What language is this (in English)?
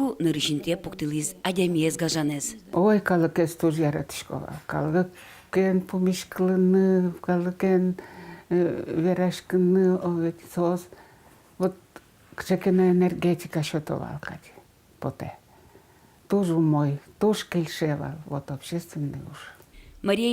Udmurt